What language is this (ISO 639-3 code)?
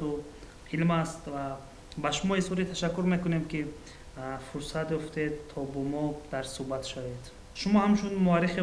tgk